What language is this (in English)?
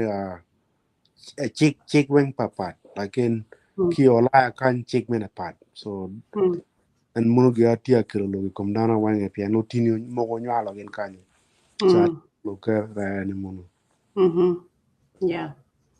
Acoli